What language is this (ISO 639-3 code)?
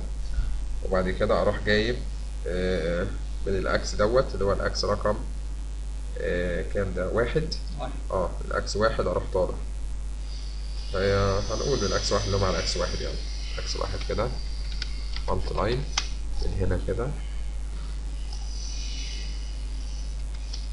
arz